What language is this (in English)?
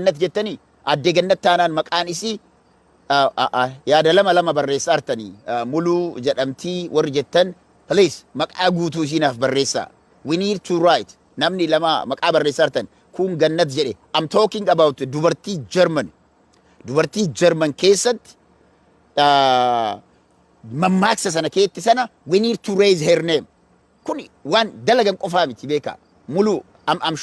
Oromo